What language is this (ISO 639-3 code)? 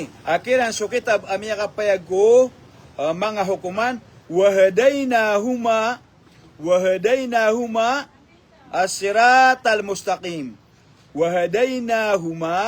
mrw